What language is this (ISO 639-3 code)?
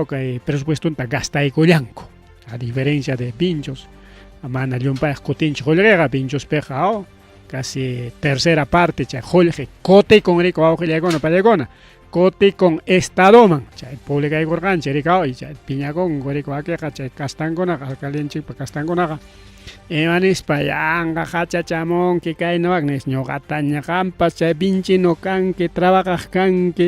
quy